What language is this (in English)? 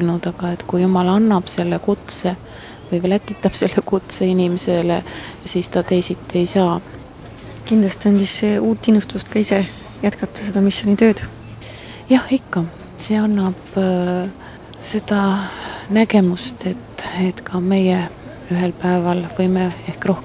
Estonian